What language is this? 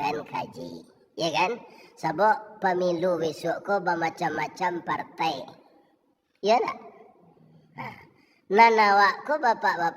Minangkabau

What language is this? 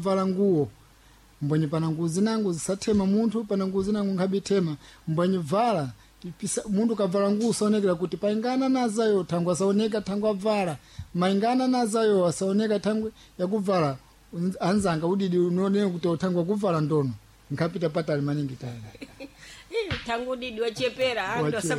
Sena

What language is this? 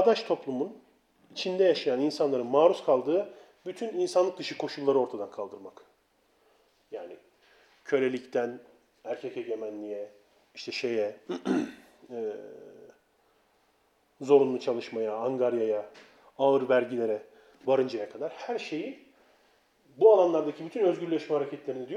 Turkish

